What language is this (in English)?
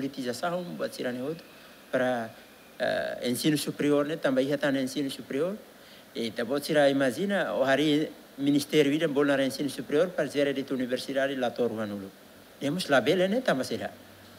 Tetum